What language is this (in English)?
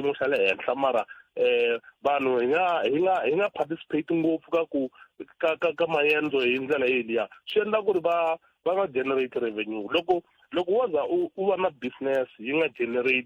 Tsonga